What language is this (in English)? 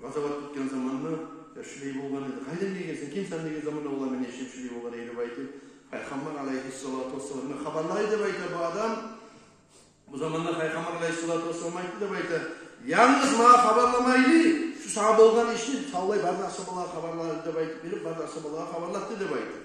Kumyk